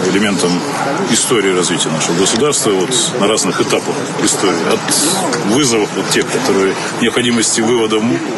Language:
Russian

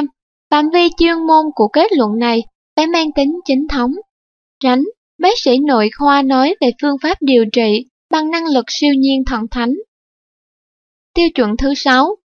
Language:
Vietnamese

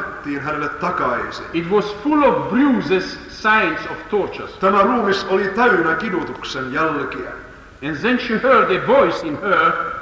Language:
Finnish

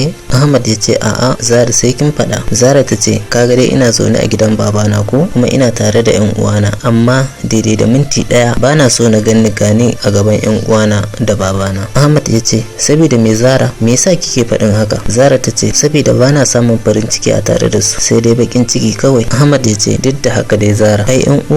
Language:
Hausa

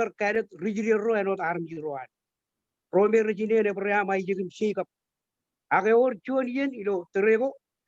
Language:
Marshallese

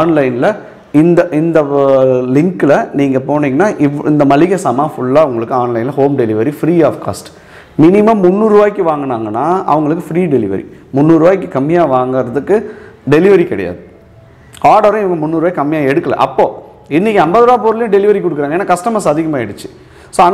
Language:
Tamil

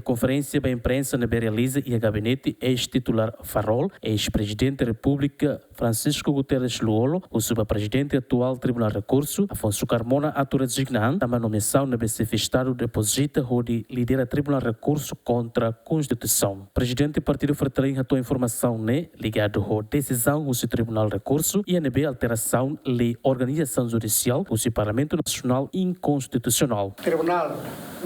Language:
Tetum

